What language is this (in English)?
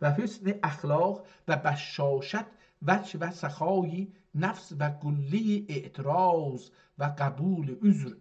South Azerbaijani